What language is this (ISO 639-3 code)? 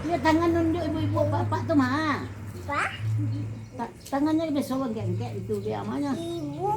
min